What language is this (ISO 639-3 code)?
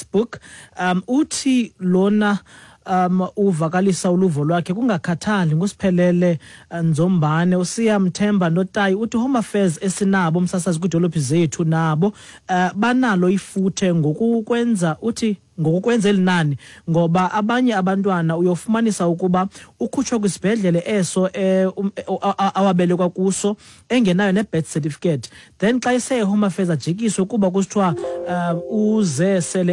xho